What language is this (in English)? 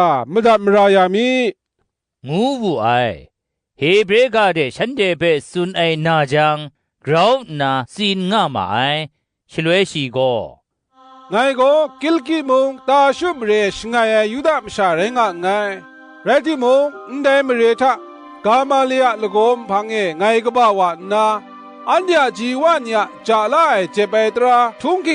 Kachin